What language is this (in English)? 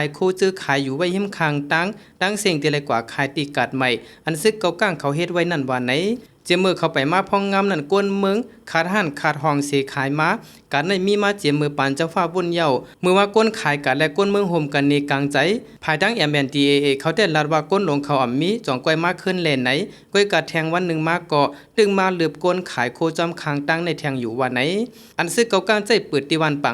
Shan